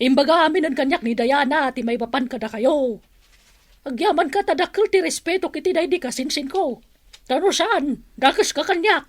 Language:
Iloko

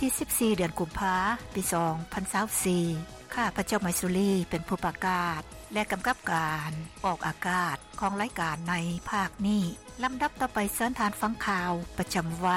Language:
Lao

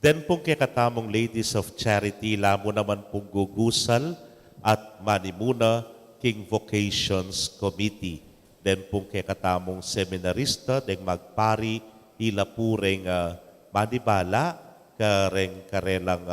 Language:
Pampanga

